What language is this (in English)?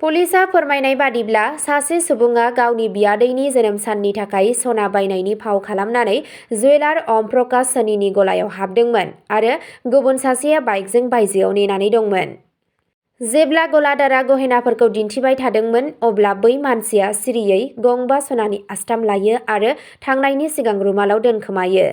Bodo